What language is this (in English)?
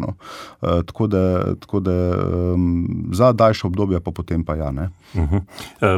Slovenian